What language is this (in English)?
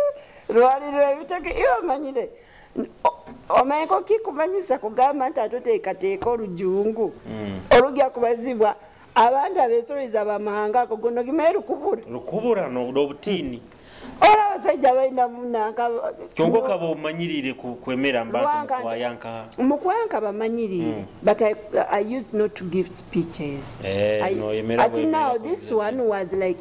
Nyoro